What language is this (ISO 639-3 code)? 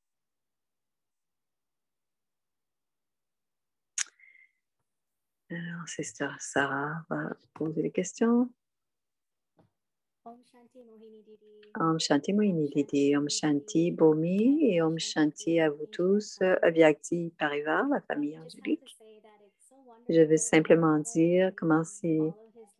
fra